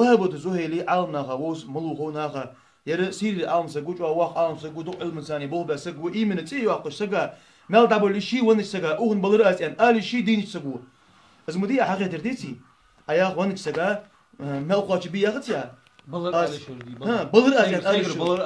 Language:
Ingush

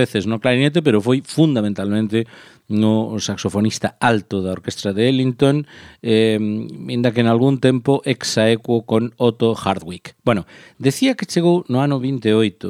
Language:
Galician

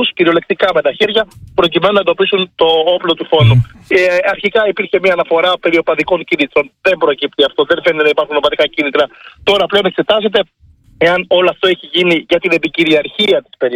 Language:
Greek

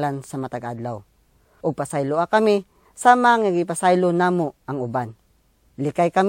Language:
Cebuano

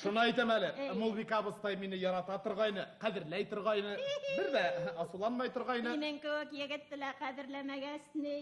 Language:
Bashkir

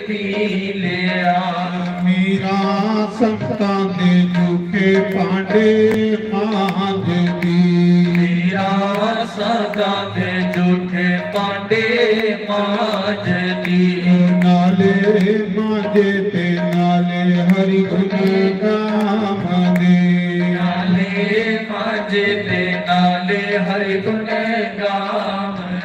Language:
Dogri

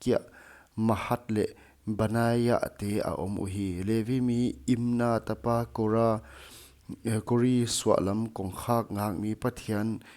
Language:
Paite Chin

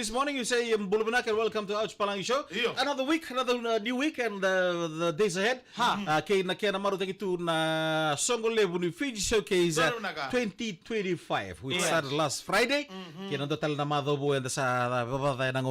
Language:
Fijian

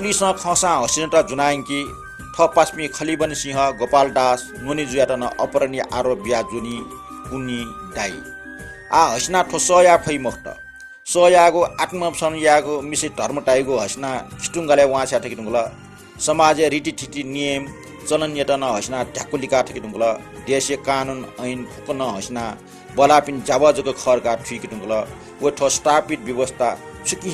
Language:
Newari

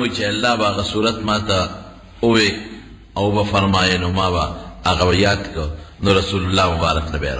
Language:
Pashto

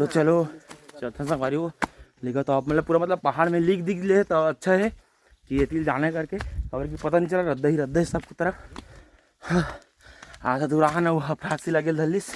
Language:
Chhattisgarhi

